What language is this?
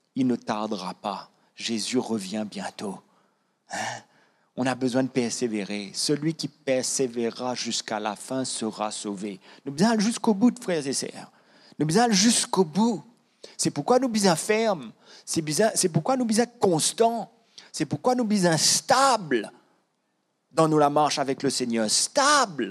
Morisyen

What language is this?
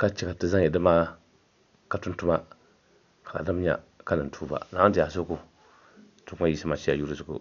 Dagbani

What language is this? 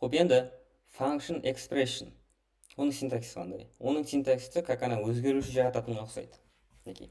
Kara-Kalpak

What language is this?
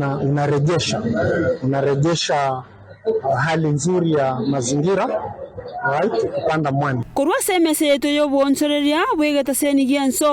Gusii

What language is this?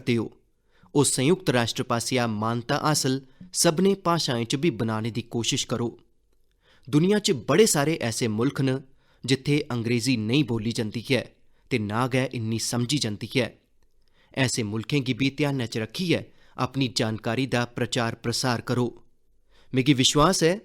Dogri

